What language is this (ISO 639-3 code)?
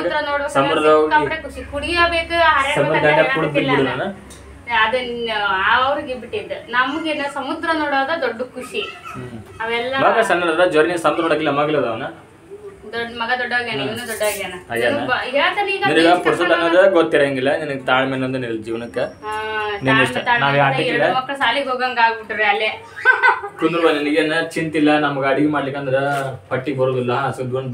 kan